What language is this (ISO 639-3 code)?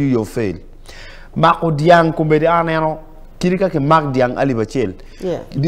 ach